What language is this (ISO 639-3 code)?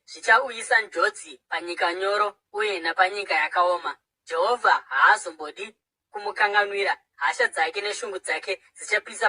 sna